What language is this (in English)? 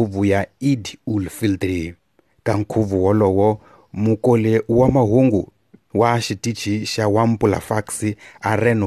Tsonga